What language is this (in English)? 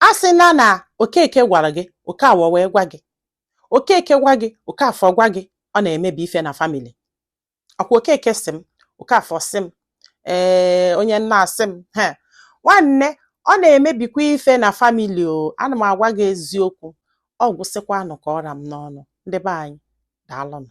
Igbo